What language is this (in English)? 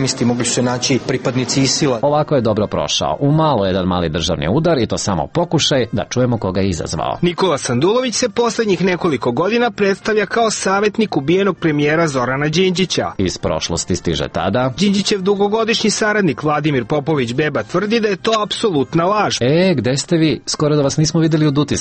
Serbian